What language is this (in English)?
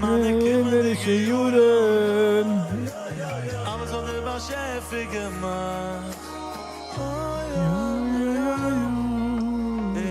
Yiddish